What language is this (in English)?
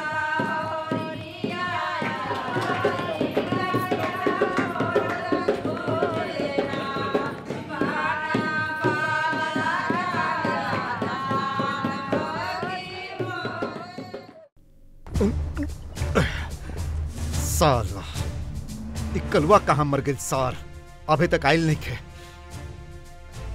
Bhojpuri